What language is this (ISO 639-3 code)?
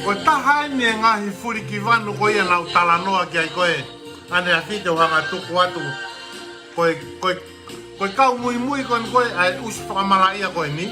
ton